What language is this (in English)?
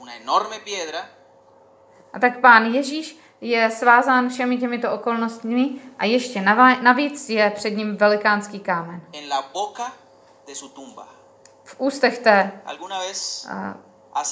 Czech